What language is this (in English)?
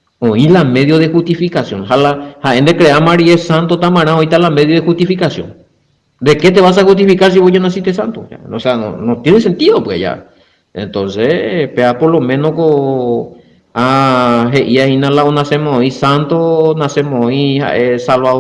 Guarani